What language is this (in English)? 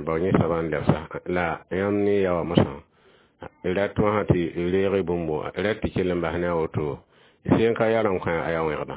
Mossi